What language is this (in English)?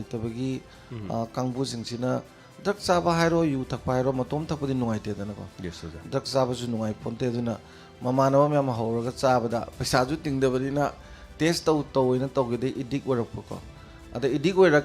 Manipuri